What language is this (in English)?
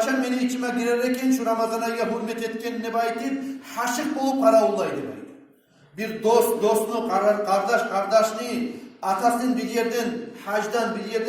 Kumyk